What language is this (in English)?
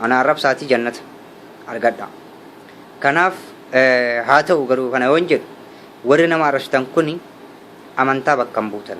Oromo